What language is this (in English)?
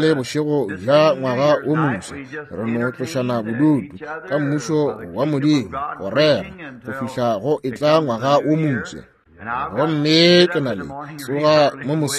Northern Sotho